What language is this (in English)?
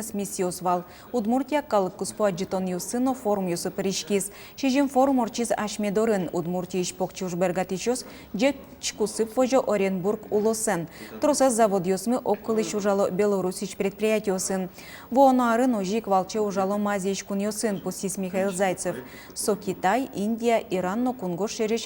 Udmurt